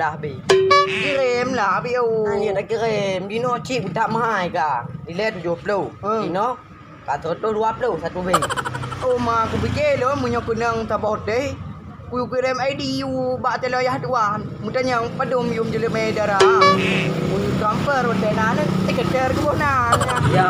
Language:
Achinese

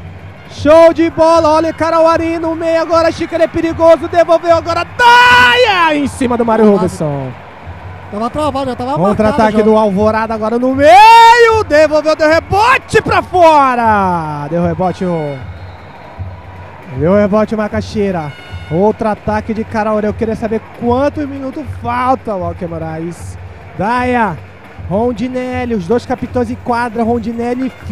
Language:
Portuguese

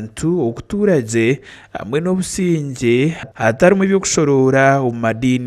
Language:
Nyankole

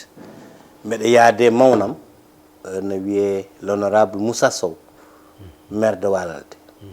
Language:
Fula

